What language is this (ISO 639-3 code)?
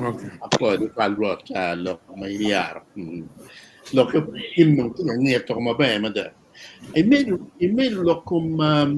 ach